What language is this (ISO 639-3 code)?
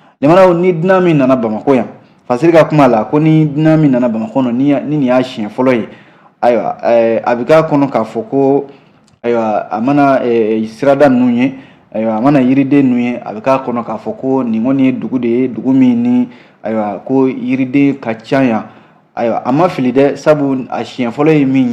bam